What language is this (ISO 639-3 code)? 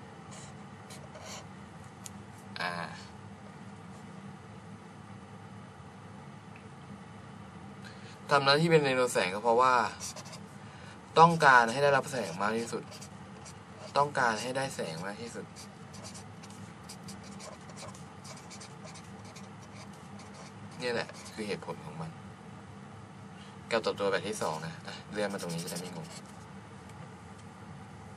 tha